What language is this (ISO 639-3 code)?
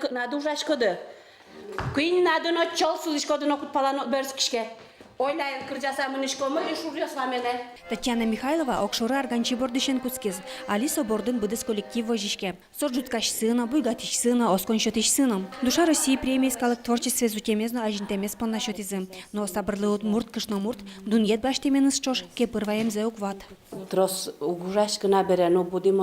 udm